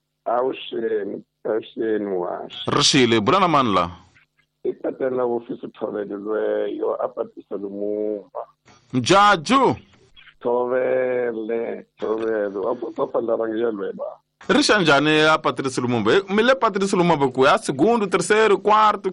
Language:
Tsonga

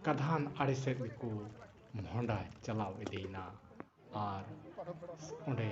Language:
Santali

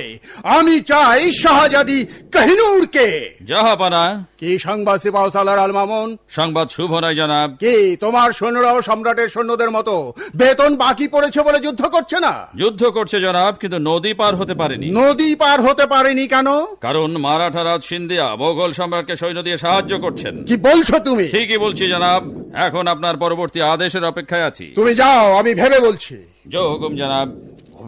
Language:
Bangla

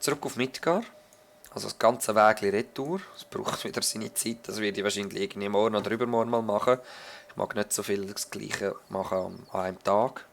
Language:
Swiss German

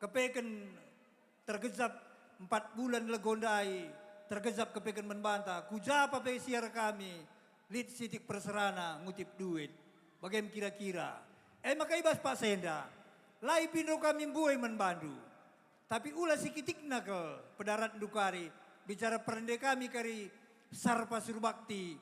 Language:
Batak Karo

